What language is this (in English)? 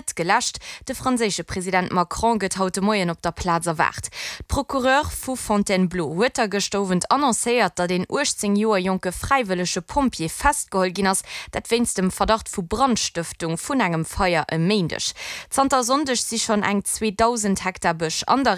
Luxembourgish